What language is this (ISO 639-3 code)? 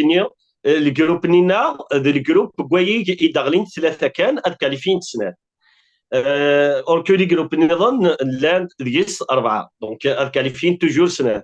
kab